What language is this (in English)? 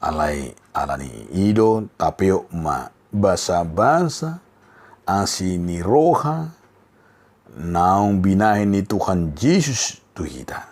Batak Toba